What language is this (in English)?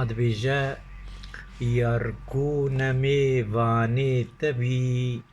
Kurdish